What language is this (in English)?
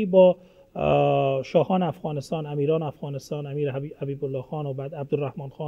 Persian